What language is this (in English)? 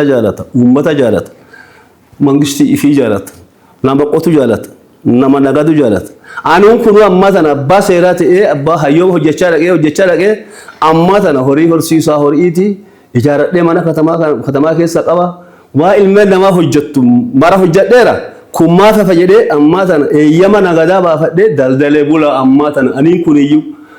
Oromo